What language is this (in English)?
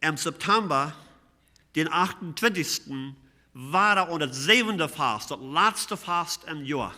Plautdietsch